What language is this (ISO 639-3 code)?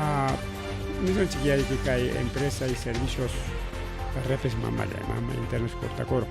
quy